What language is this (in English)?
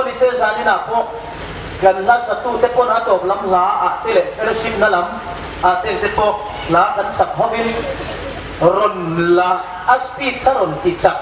Hmar